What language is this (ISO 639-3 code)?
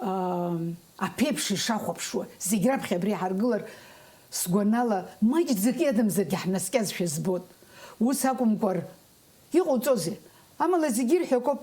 abk